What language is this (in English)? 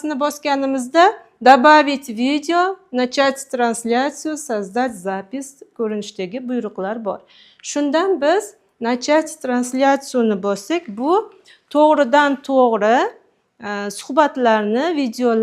Uzbek